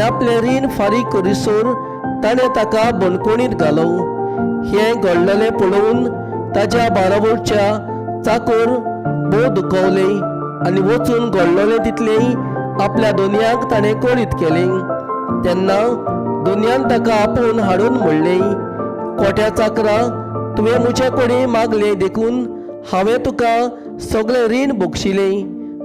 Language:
Konkani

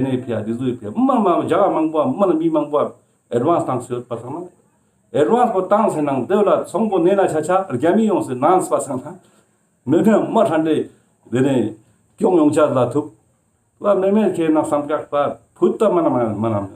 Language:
Ladakhi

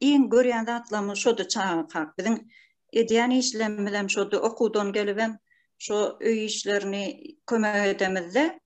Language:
Turkmen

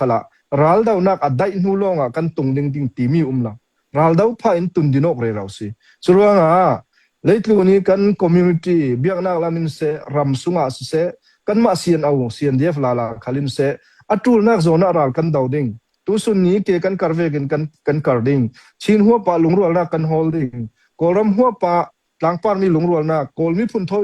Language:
Hakha Chin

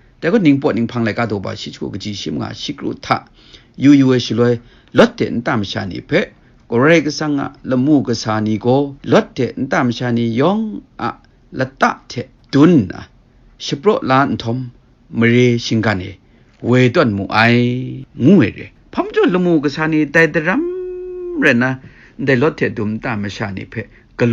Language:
Kachin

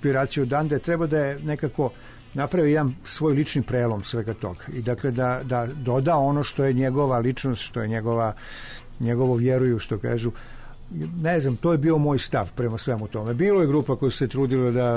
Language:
Serbian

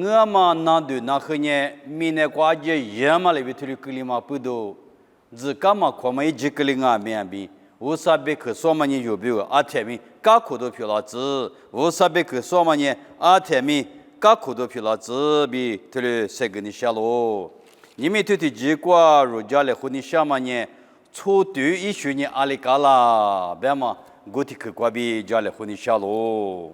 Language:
Lisu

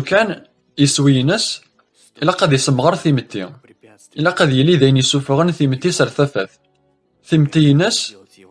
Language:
Kabyle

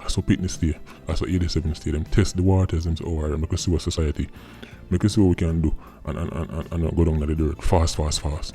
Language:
Jamaican Creole English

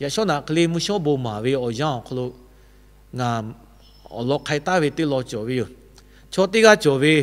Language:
Lahu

